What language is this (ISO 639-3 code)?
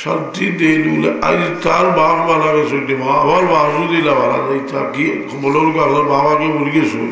syl